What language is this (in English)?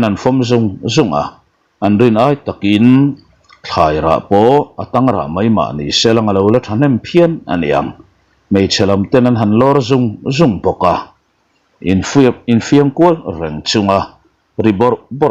Mizo